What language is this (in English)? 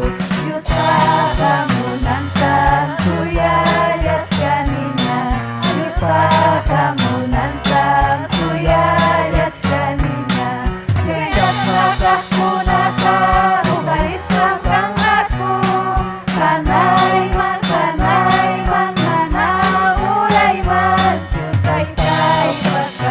Ayacucho Quechua